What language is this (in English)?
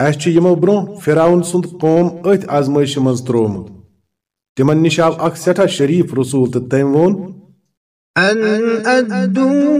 Kashmiri